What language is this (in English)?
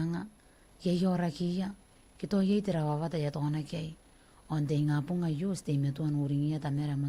Gilbertese